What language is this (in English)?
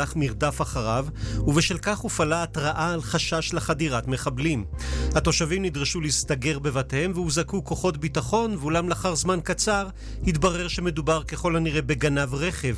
Hebrew